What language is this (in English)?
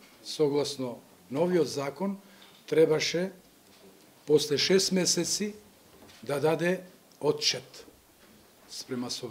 Macedonian